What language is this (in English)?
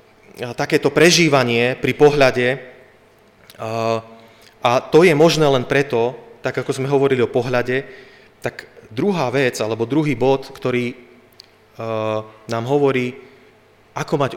Slovak